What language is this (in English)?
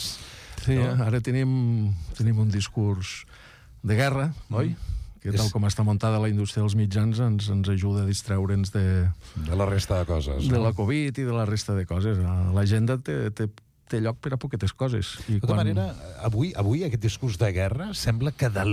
Catalan